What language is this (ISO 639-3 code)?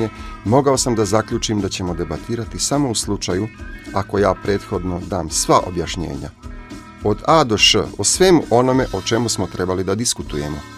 srp